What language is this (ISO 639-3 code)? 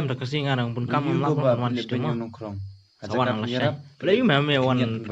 kha